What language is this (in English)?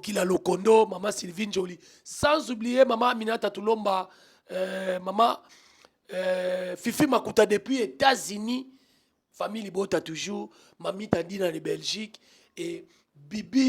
Lingala